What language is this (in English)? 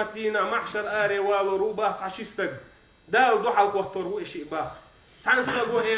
Chechen